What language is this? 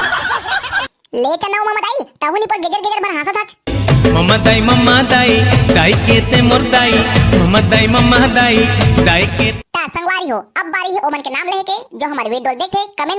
Chhattisgarhi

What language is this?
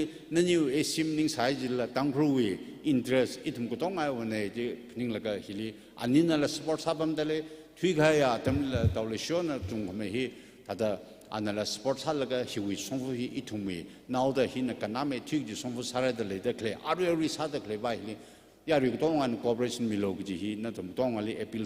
Tangkhul Naga (India)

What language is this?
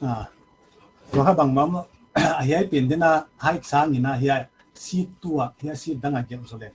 Paite Chin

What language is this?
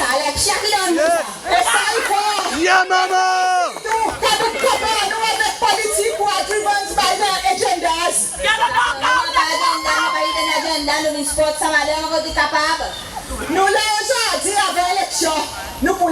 Seselwa Creole French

